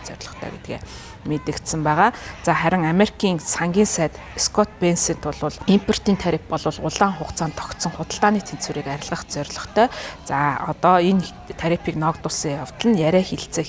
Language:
Mongolian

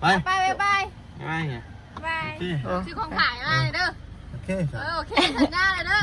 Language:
Northeastern Thai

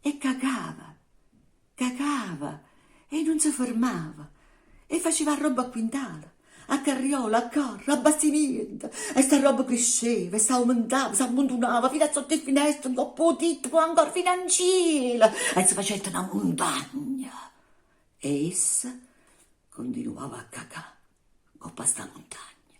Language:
Neapolitan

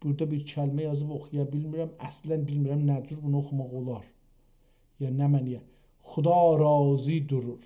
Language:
South Azerbaijani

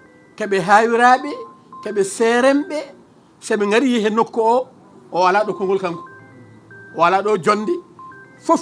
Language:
Fula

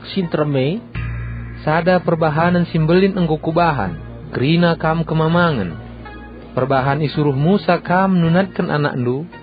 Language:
Batak Karo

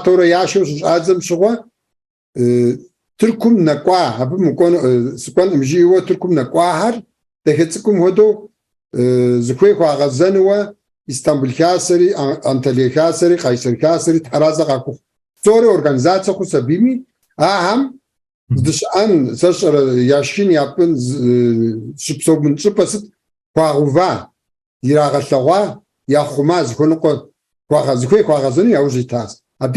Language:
Kabardian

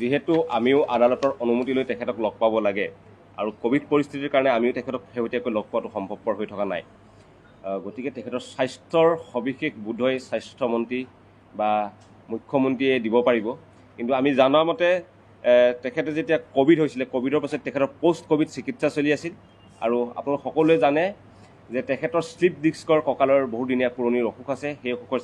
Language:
Assamese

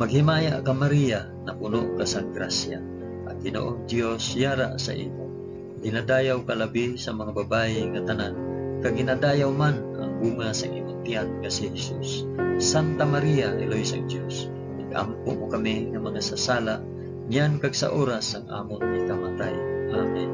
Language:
Hiligaynon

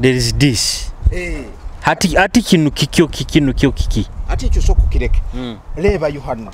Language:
Nyoro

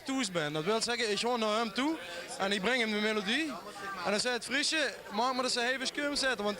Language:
Limburgish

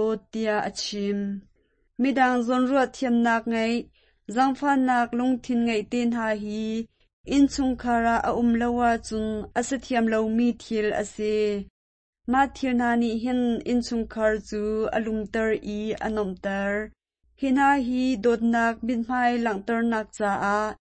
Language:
Hakha Chin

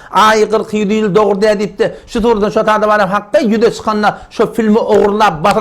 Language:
Turkmen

